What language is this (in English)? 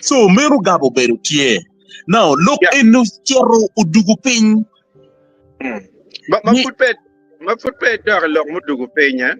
Acoli